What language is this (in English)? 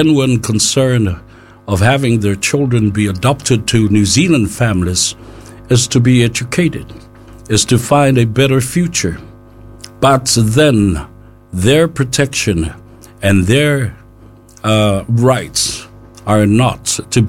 Samoan